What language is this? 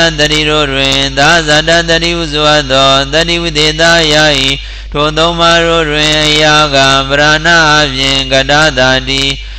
Burmese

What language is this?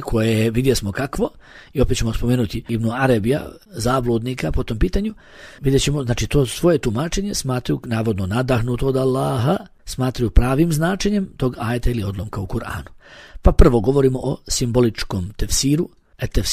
Bosnian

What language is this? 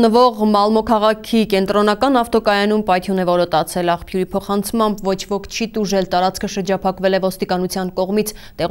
Armenian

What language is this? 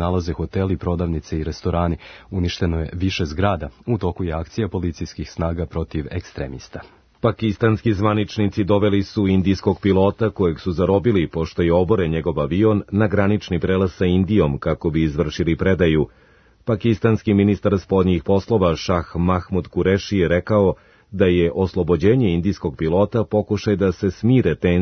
Serbian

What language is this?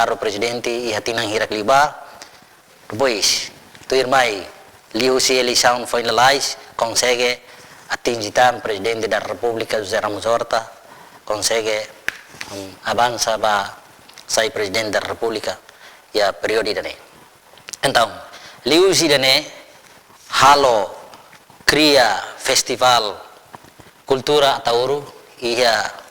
Tetum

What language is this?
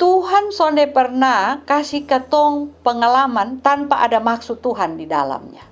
Kupang Malay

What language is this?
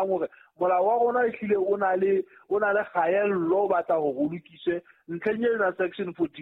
Southern Sotho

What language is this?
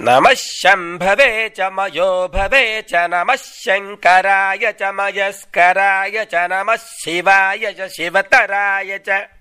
Sanskrit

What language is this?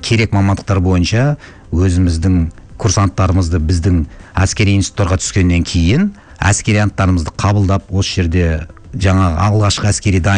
Kazakh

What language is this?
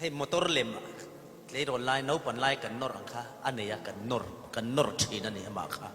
Falam Chin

